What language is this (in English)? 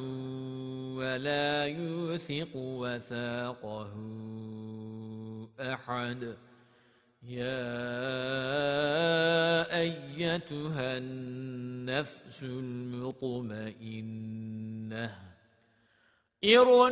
Arabic